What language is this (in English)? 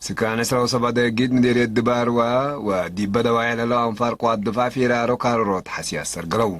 Tigre